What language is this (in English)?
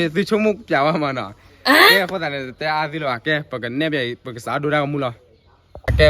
S'gaw Karen